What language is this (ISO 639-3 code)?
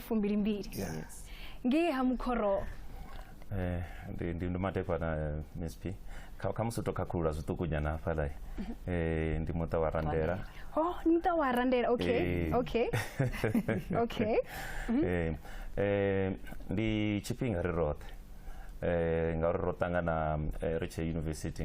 ven